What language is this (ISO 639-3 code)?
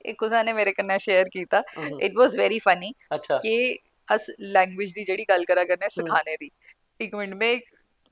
doi